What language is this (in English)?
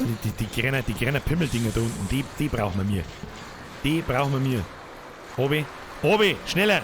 Bavarian